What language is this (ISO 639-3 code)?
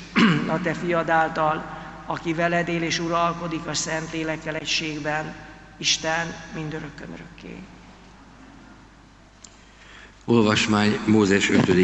hun